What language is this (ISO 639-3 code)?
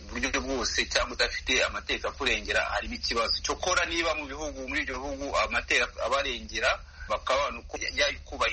kin